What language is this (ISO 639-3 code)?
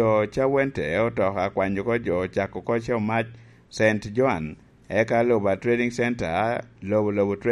laj